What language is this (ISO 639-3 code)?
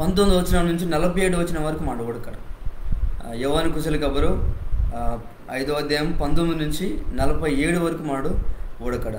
kff